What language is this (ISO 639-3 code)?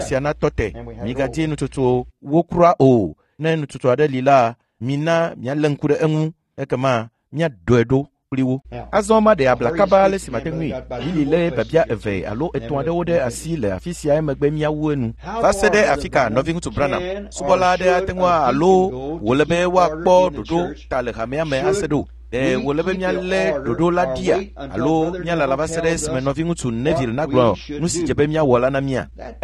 ewe